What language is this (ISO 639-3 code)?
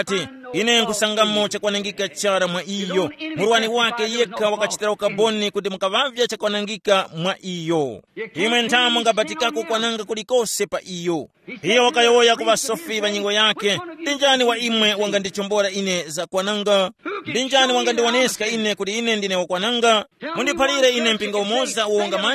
tum